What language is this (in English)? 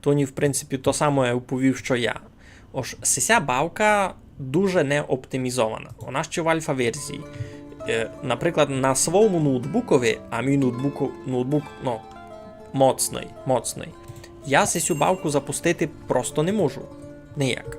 Rusyn